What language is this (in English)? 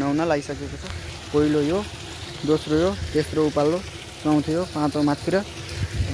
Nepali